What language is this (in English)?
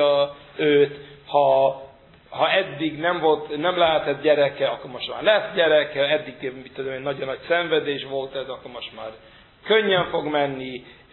Hungarian